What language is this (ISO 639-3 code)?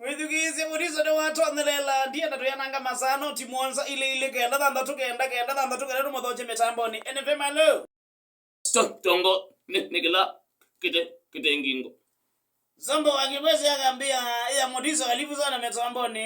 kam